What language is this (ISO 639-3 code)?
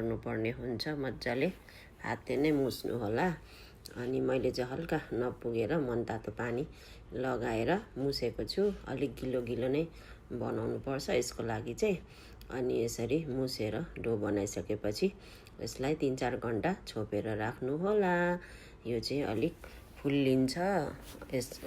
nep